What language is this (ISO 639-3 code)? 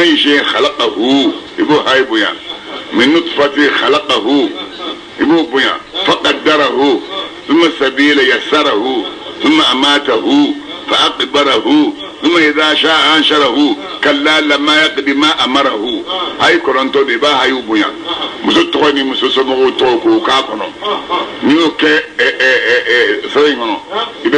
bam